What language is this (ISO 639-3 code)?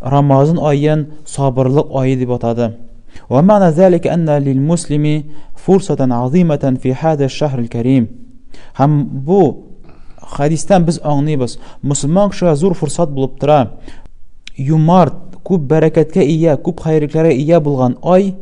tat